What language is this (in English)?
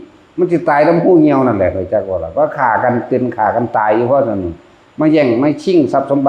Northeastern Thai